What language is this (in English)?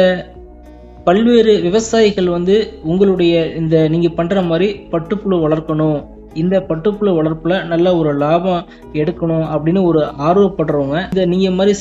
Tamil